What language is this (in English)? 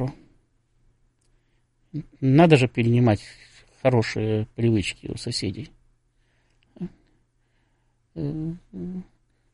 Russian